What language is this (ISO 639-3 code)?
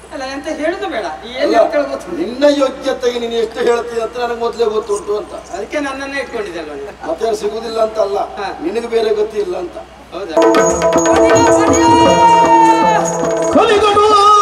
kan